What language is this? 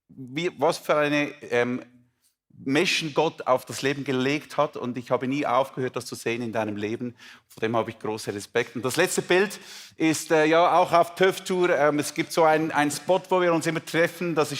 Swiss German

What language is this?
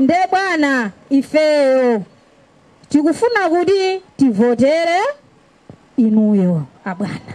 Nyanja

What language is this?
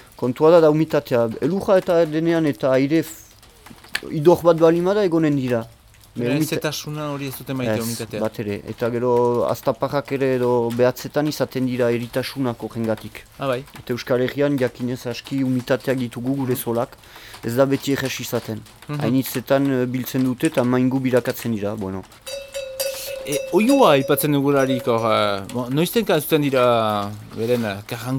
Basque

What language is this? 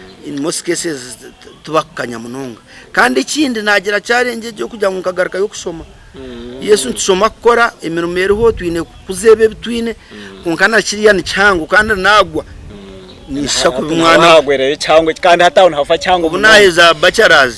Nyankole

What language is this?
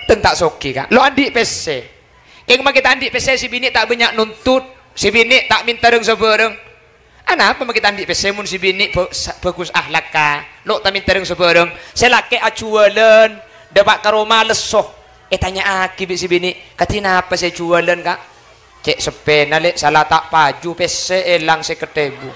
Madurese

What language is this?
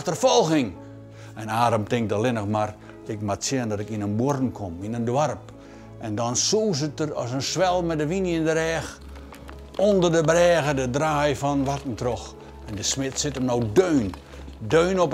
Western Frisian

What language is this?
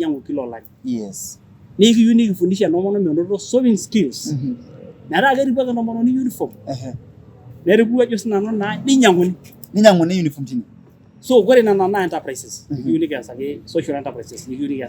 Masai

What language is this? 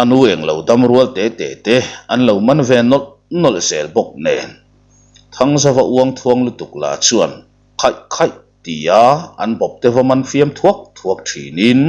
Mizo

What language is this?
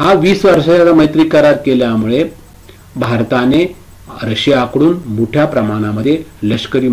Marathi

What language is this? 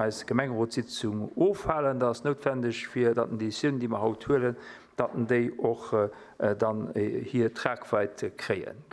Luxembourgish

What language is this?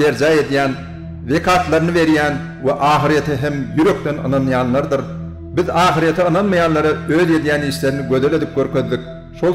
Turkmen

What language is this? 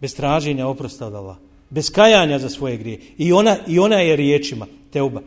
Bosnian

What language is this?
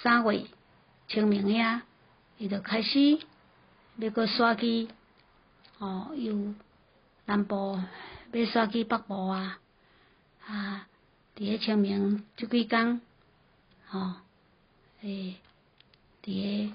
Min Nan Chinese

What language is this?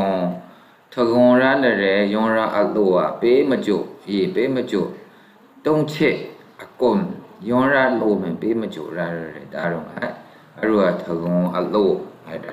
Maru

